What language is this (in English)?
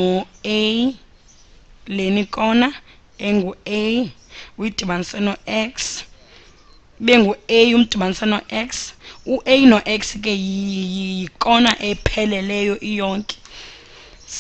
Xhosa